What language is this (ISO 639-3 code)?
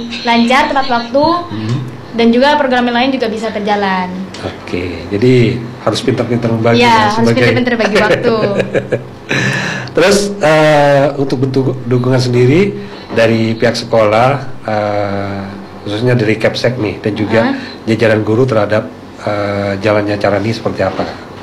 ind